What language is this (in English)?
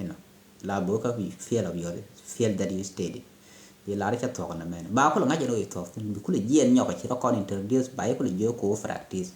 Nuer